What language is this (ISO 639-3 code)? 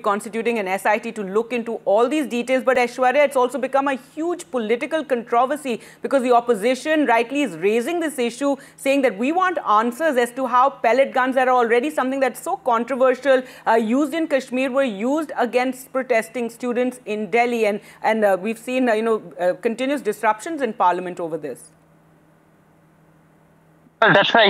eng